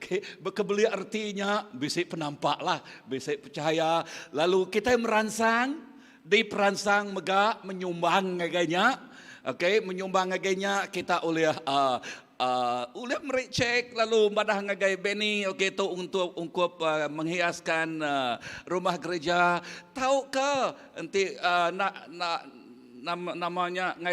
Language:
Iban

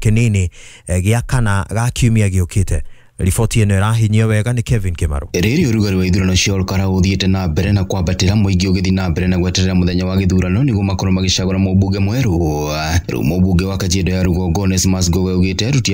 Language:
Kikuyu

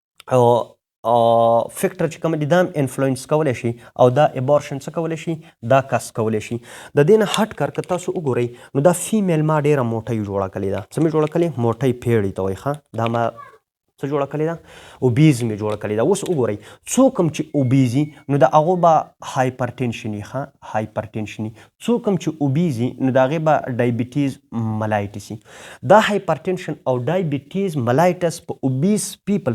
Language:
Pashto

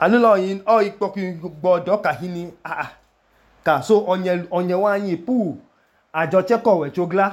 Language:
Idoma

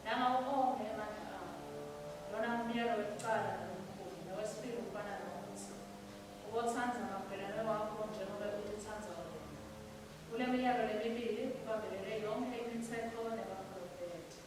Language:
Swati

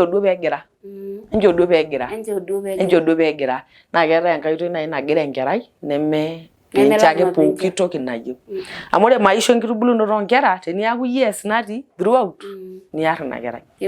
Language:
Masai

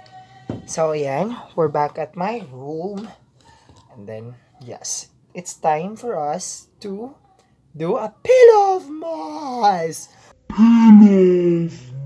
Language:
Filipino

